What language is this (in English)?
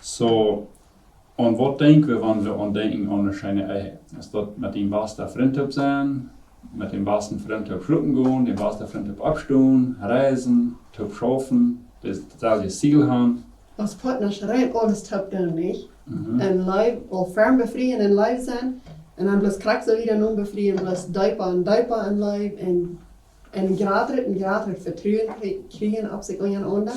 Plautdietsch